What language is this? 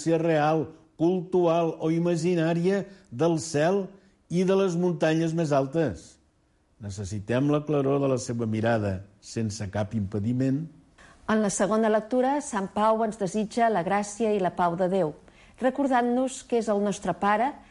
Catalan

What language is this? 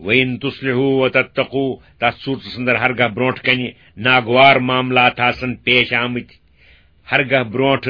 Kashmiri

